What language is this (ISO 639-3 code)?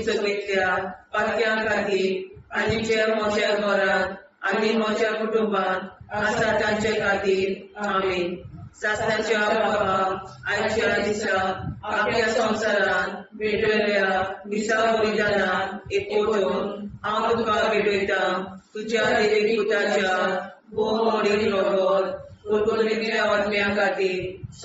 kok